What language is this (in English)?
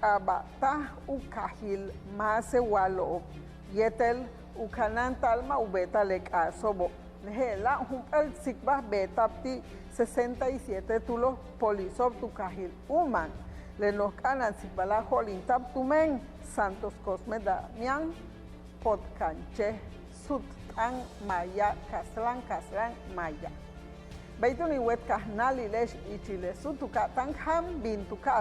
Yucateco